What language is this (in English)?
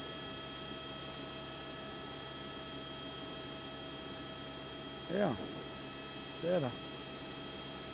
Norwegian